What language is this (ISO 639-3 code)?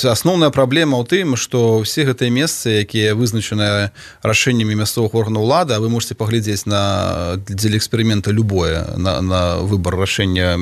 bel